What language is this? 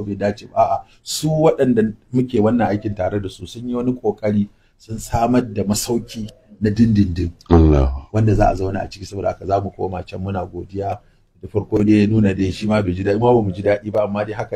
Hausa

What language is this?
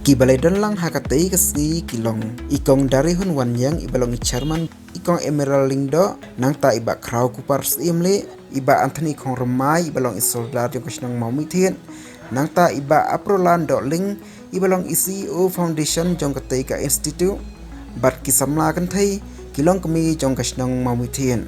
Khasi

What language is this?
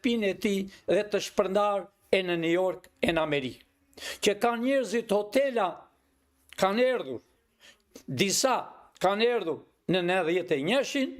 Albanian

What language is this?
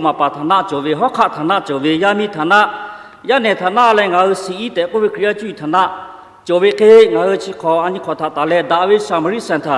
Lahu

